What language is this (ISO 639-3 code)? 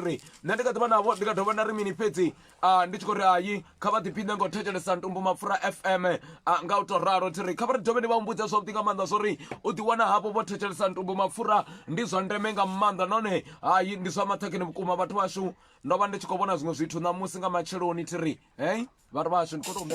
ven